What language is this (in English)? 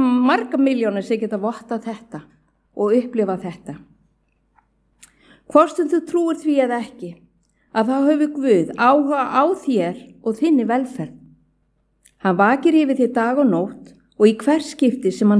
Icelandic